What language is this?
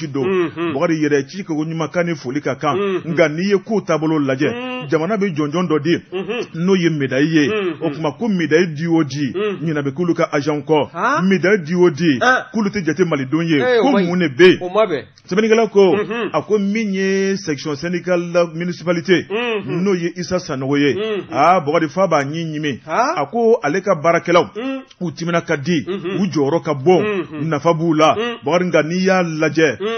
Bambara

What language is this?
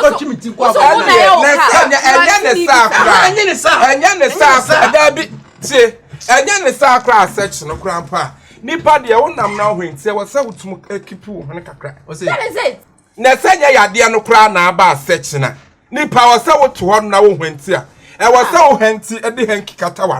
Akan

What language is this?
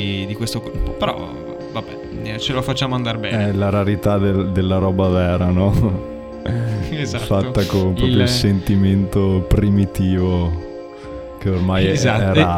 Italian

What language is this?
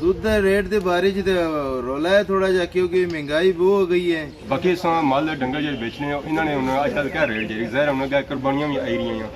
Pahari-Potwari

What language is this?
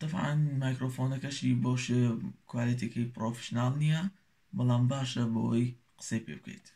Central Kurdish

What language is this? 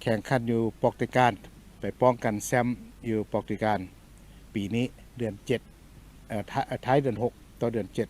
Lao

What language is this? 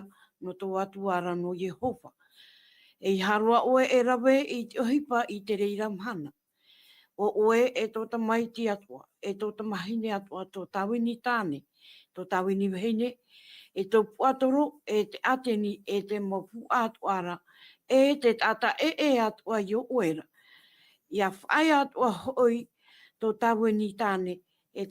Tahitian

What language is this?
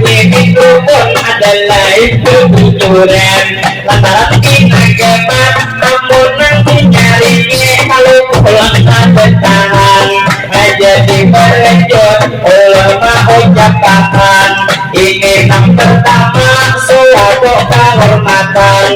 Banjar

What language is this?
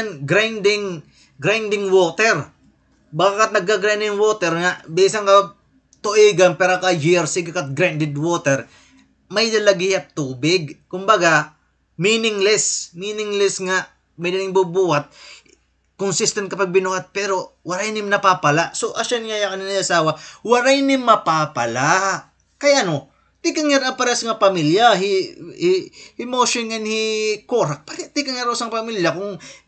Waray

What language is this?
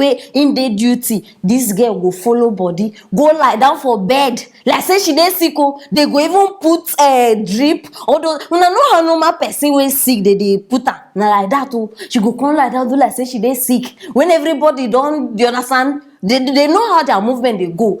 Nigerian Pidgin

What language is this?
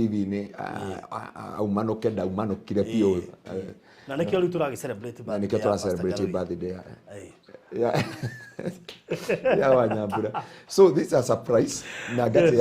Kikuyu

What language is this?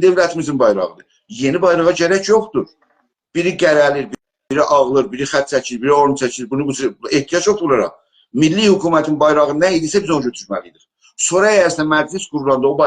South Azerbaijani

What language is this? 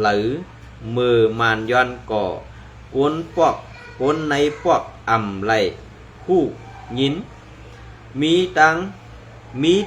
Shan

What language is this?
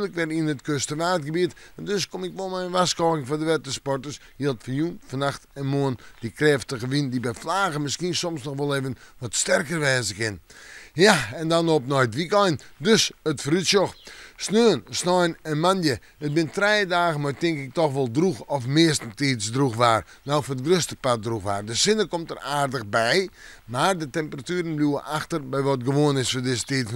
Western Frisian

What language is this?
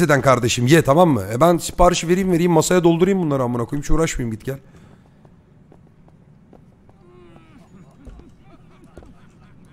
Turkish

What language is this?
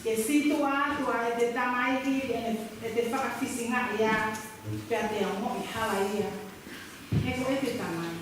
Tongan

